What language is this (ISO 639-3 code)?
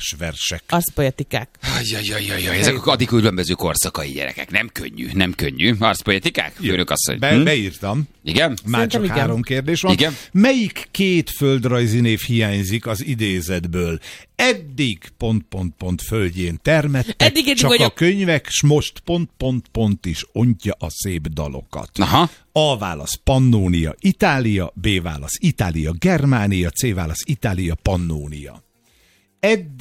hun